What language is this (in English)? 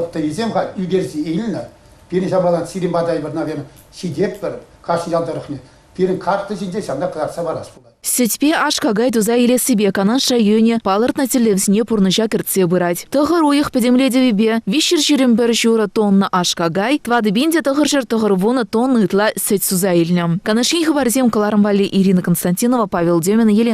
Chuvash